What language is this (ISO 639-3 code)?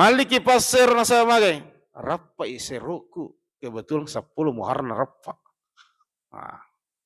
bug